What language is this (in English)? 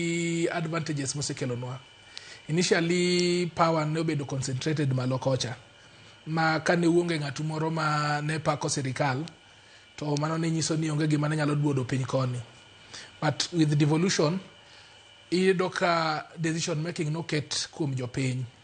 Luo (Kenya and Tanzania)